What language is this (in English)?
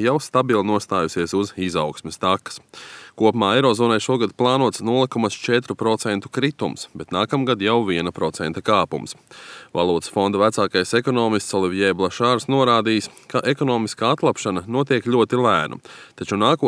Latvian